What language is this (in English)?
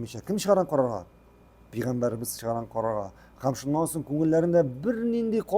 Tatar